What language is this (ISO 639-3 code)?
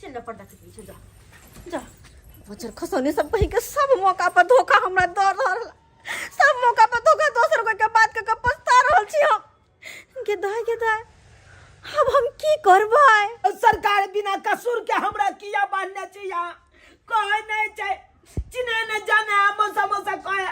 mai